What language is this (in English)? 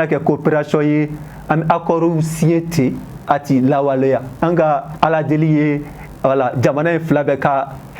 Bambara